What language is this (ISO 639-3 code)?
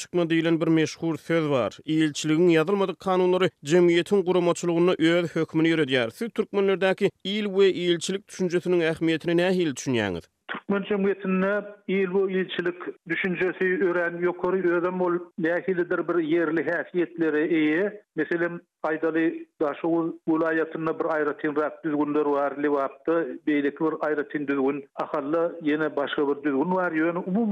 tuk